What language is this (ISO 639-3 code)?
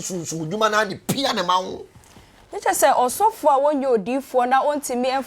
aka